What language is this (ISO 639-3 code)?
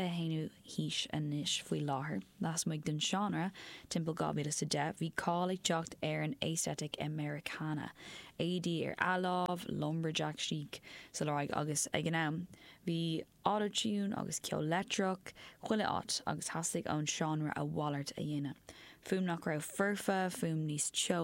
gle